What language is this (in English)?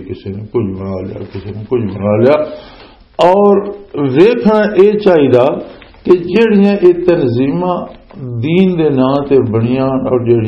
Western Panjabi